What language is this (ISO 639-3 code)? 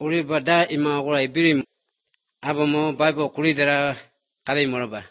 hrv